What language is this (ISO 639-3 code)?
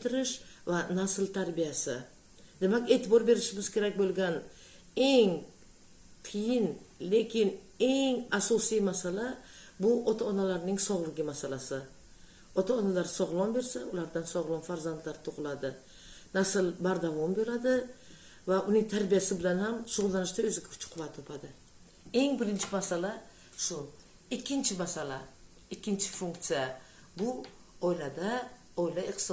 uzb